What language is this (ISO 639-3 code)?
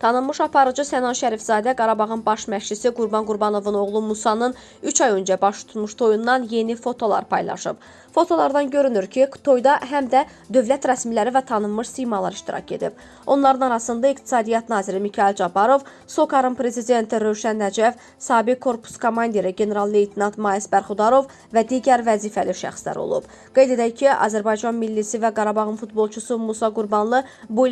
aze